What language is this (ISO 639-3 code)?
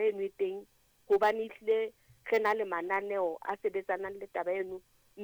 sot